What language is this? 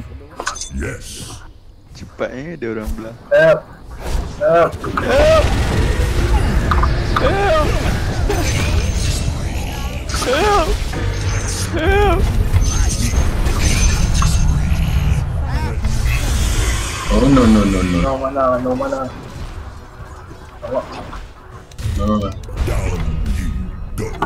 Malay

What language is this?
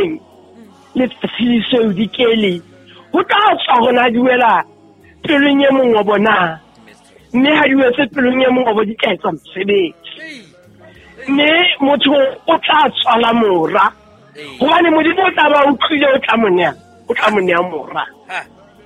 Southern Sotho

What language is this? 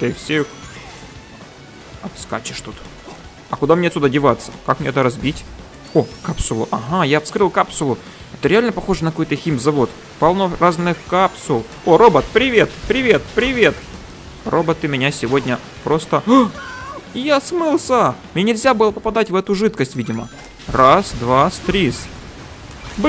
Russian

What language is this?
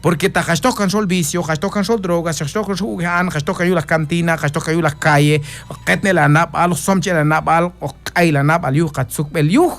Q'anjob'al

